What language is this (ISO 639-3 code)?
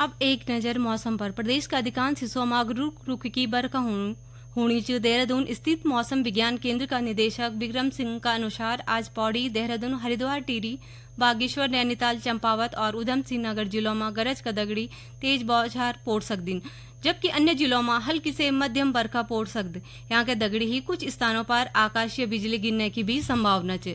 gbm